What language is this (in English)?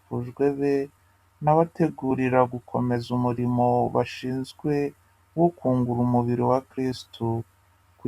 Kinyarwanda